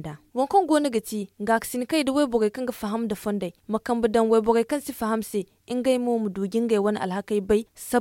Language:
Zarma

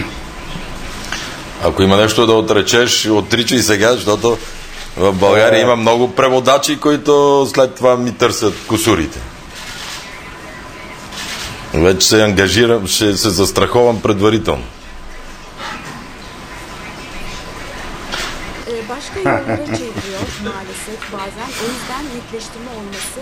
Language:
Bulgarian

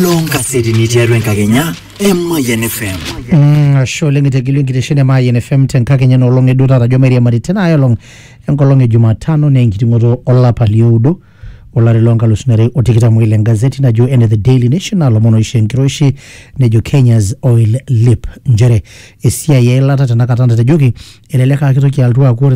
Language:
Masai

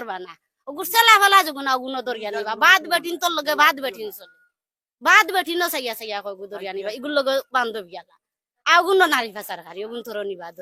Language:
Sylheti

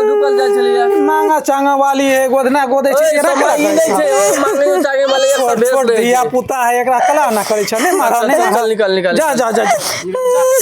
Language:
Maithili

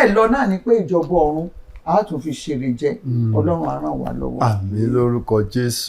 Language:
Yoruba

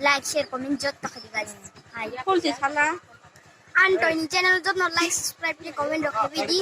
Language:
Kok Borok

